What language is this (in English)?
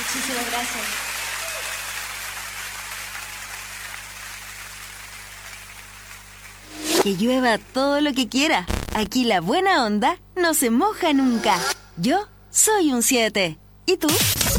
Spanish